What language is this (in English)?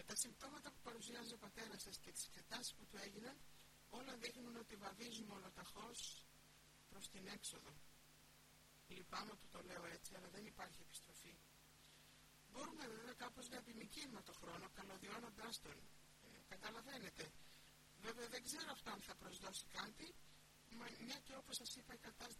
Greek